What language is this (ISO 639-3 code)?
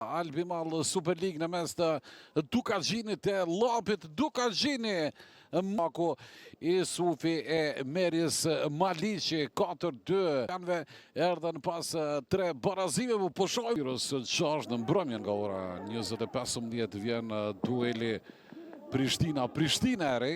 sqi